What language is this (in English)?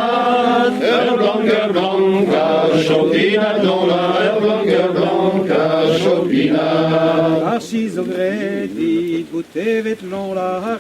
Breton